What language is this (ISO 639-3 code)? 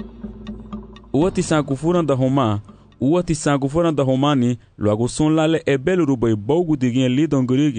cab